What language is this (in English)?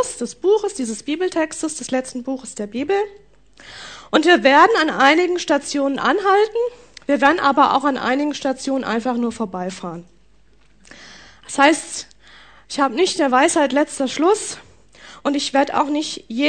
German